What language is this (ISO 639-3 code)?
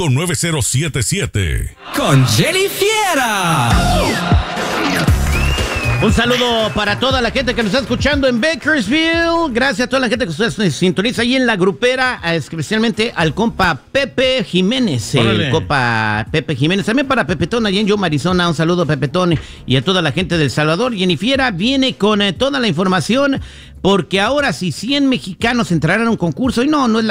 spa